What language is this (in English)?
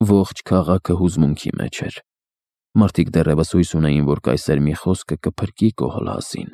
Armenian